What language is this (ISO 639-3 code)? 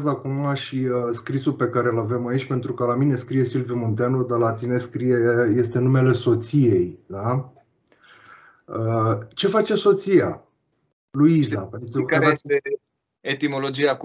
ron